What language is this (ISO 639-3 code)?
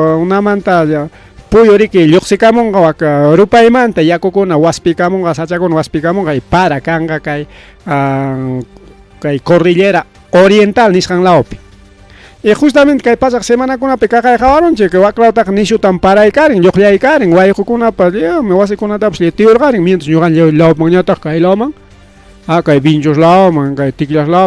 quy